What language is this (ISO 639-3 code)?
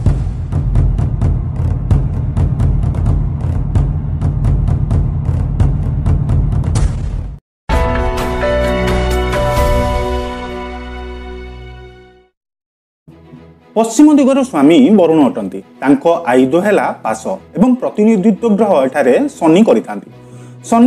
ori